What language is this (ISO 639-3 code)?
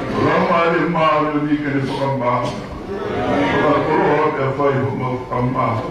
ton